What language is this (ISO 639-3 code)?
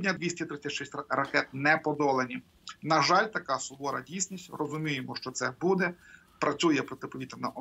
ukr